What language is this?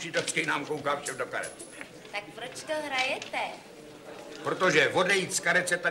Czech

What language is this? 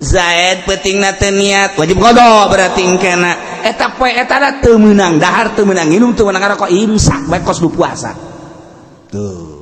Sundanese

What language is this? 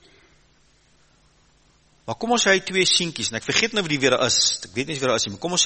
Afrikaans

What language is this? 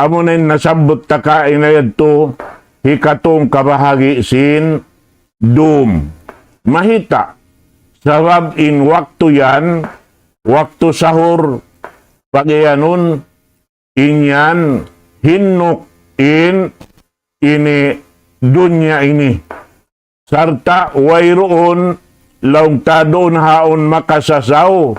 Tausug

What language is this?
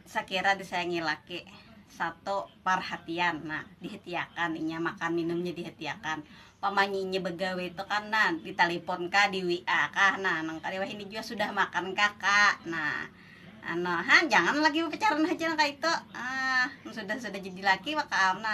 Banjar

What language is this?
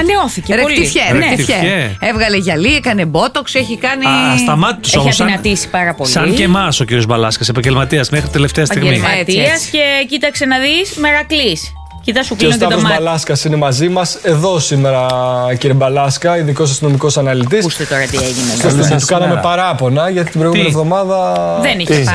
Greek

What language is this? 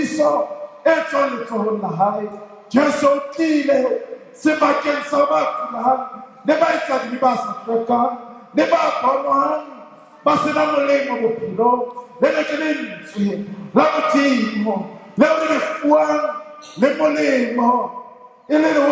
Southern Sotho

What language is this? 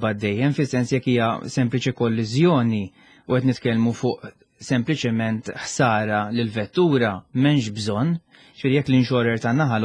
Maltese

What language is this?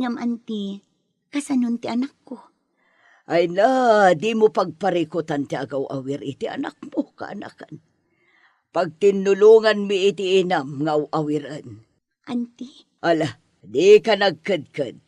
Iloko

